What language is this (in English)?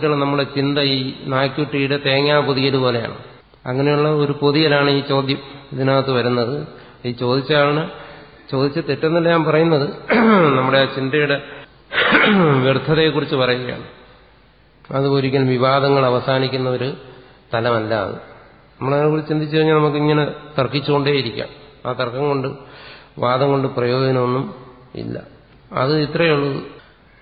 Malayalam